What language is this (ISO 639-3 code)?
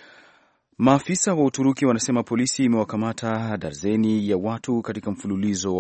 swa